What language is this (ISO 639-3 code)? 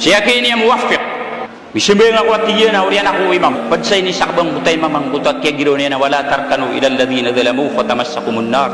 mrw